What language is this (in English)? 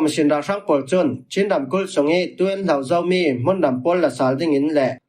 Falam Chin